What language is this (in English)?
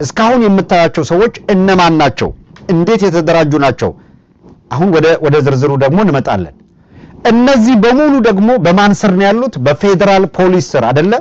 Amharic